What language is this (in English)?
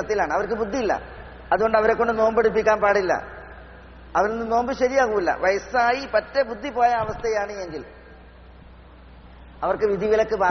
Malayalam